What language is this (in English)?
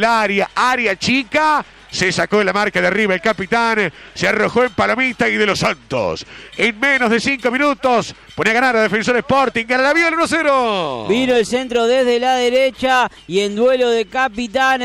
Spanish